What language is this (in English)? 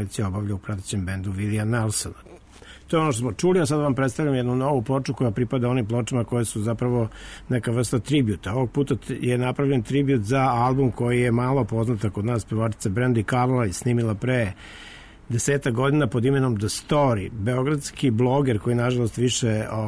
Serbian